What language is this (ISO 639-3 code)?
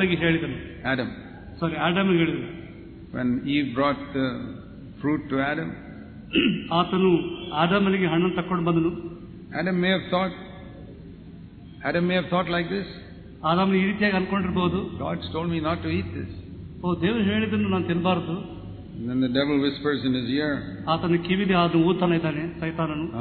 kan